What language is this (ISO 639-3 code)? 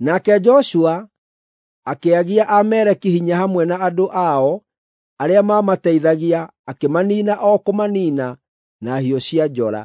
kik